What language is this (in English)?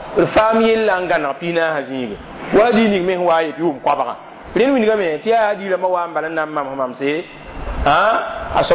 Mossi